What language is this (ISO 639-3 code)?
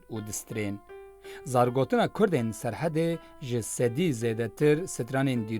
kur